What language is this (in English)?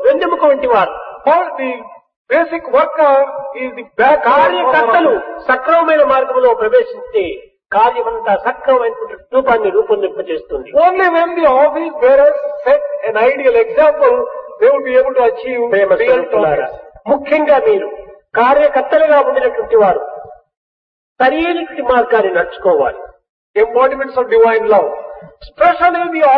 Telugu